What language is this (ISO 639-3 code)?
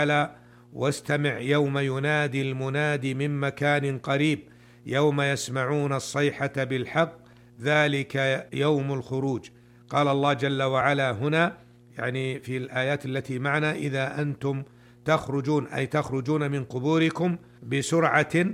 ara